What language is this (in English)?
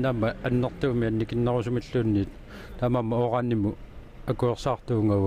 Kalaallisut